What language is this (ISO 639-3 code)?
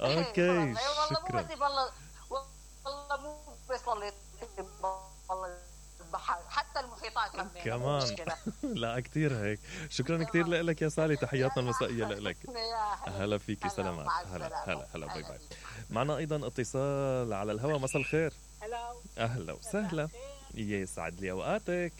acm